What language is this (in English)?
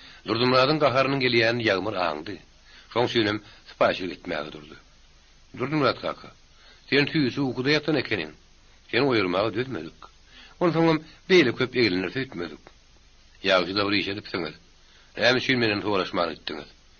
Turkmen